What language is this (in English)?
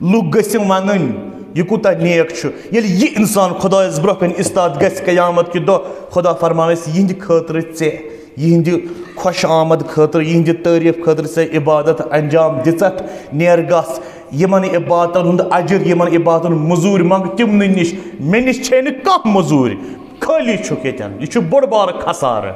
Kashmiri